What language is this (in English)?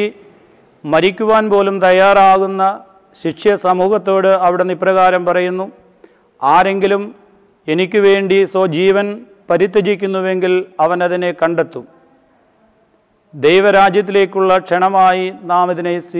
Malayalam